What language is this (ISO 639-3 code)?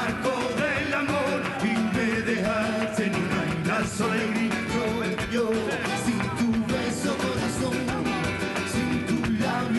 spa